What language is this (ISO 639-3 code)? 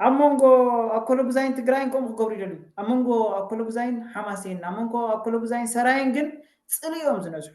tir